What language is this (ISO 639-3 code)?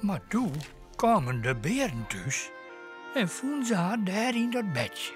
fry